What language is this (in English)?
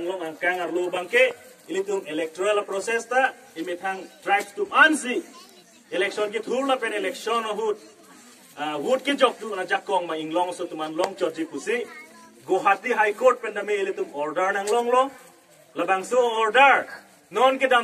Karbi